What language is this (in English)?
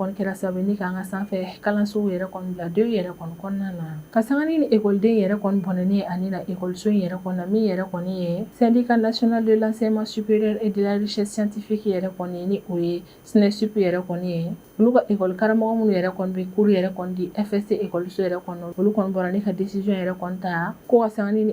Bambara